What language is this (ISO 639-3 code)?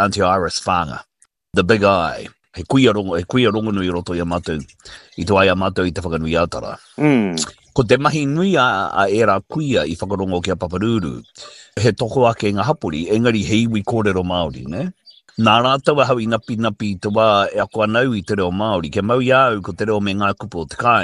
mri